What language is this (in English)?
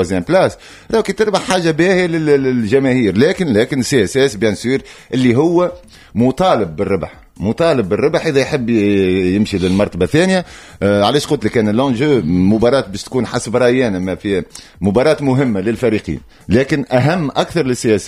Tunisian Arabic